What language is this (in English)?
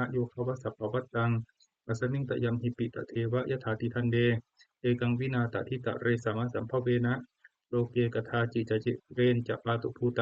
Pali